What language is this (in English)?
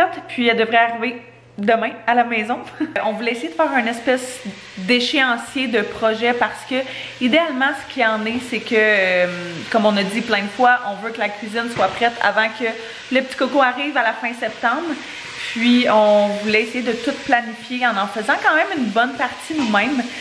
French